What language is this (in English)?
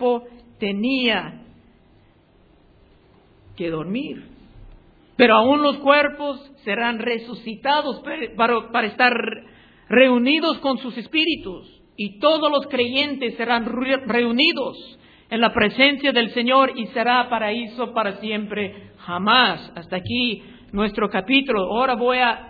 Spanish